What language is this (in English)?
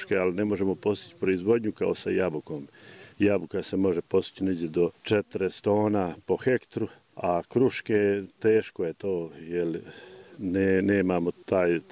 Bosnian